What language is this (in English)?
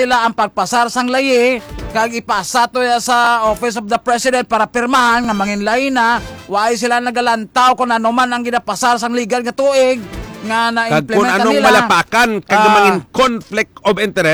Hiligaynon